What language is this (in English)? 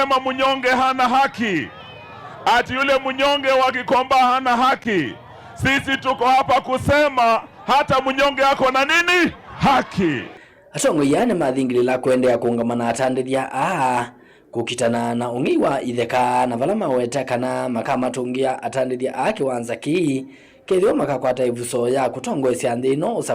Kamba